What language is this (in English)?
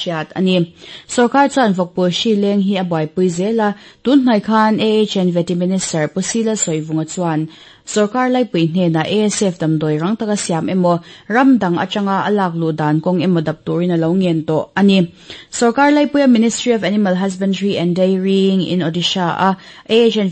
Mizo